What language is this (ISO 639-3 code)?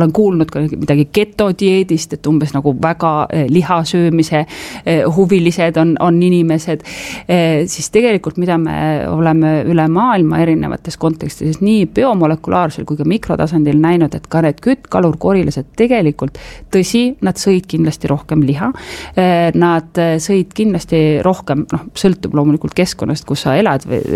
est